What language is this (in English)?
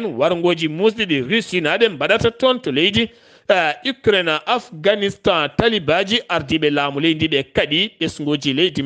Fula